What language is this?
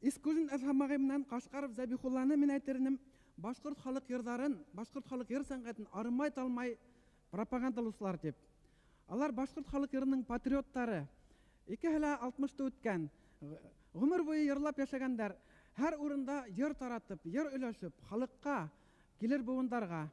Bashkir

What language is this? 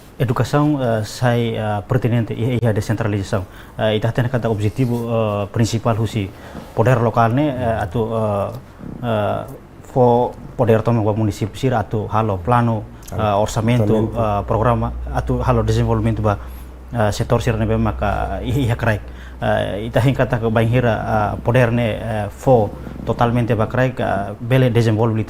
Tetum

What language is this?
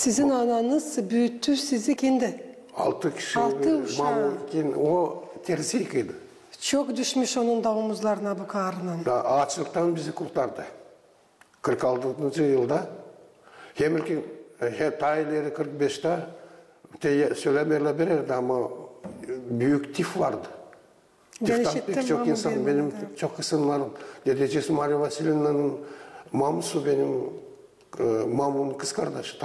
Gagauz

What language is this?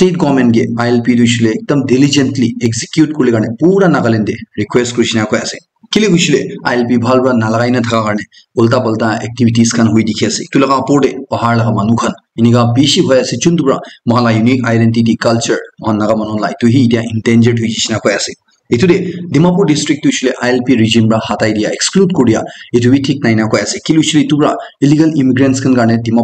Naga Pidgin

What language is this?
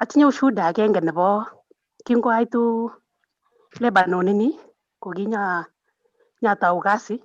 Kalenjin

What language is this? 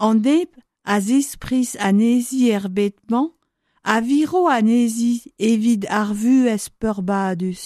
Breton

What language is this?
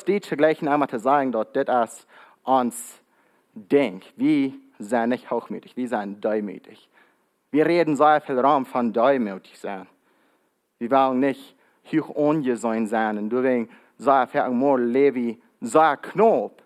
Plautdietsch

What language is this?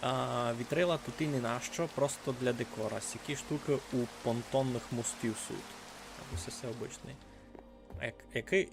Rusyn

